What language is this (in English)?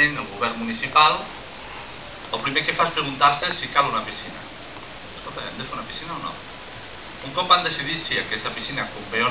Catalan